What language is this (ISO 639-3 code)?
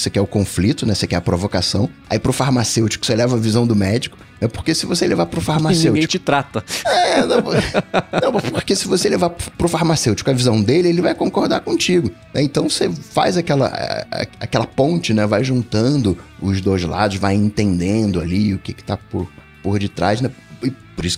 por